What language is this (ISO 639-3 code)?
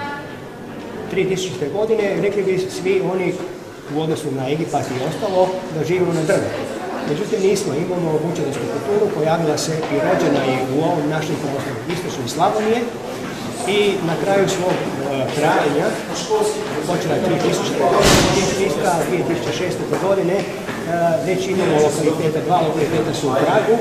hrv